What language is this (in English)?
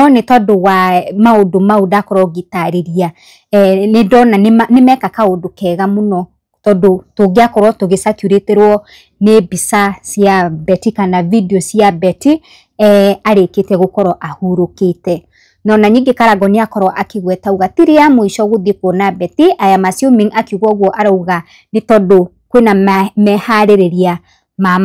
Kikuyu